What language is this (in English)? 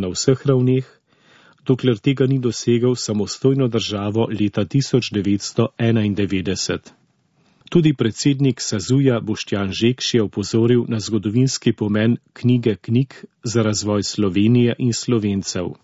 Slovenian